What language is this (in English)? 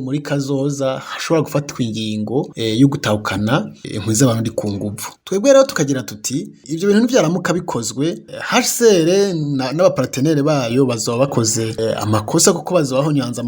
Rundi